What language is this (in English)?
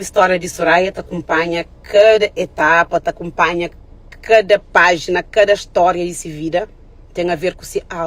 Kabuverdianu